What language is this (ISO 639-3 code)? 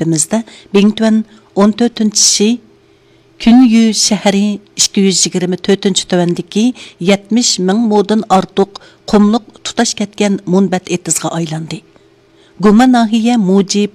uig